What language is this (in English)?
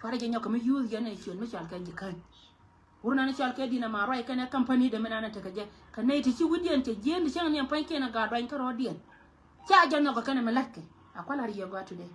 Nuer